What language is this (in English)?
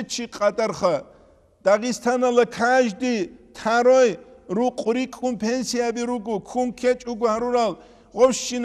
Avaric